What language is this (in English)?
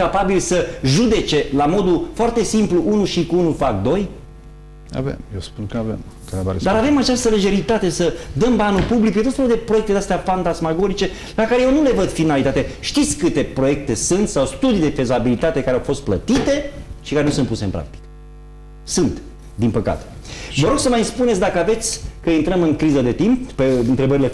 Romanian